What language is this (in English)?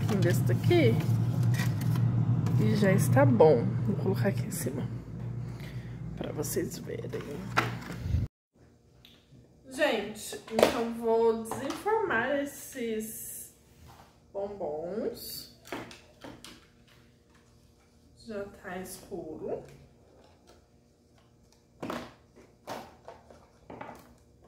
Portuguese